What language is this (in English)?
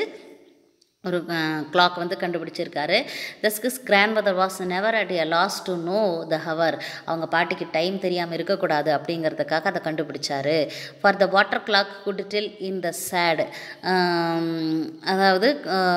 Tamil